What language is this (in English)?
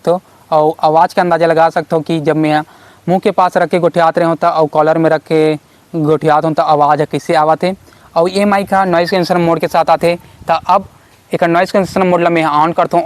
Chhattisgarhi